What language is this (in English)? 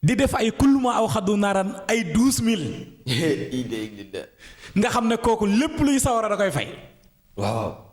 Wolof